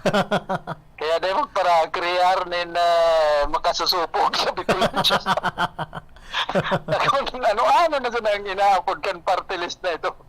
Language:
Bikol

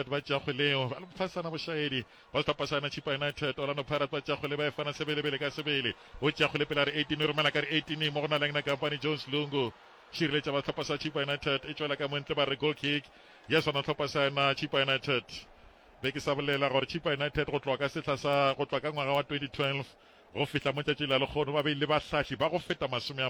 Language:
Northern Sotho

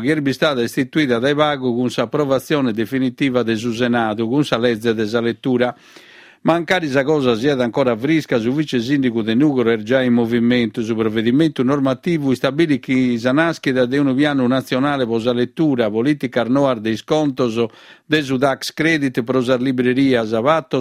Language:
Sardinian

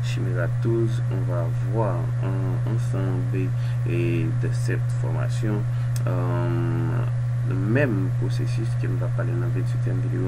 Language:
Haitian Creole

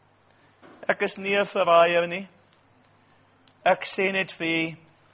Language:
Afrikaans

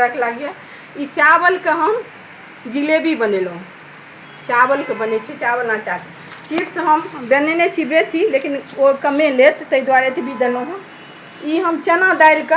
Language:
Maithili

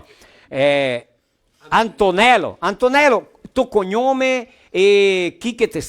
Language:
Venetian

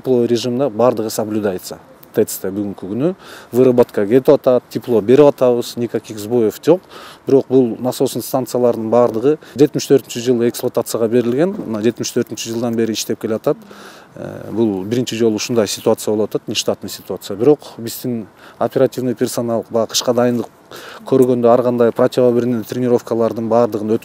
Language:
Kyrgyz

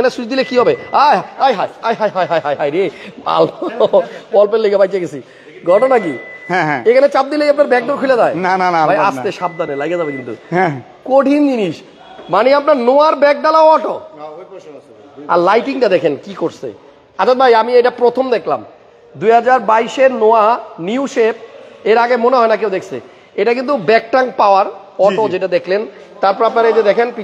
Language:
Bangla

